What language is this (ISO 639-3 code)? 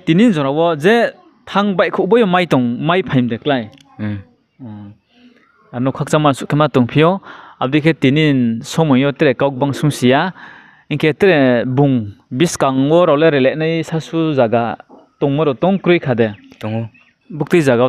ria